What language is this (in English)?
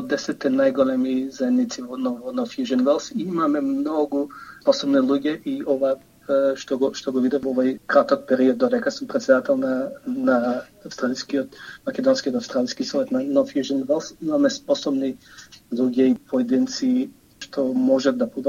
Macedonian